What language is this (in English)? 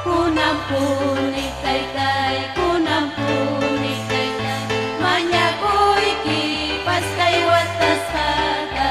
Ayacucho Quechua